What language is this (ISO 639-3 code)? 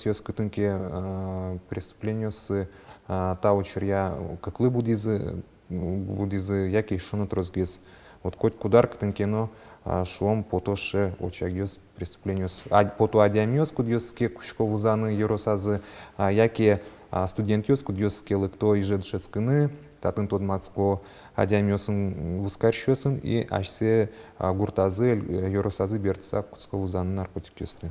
udm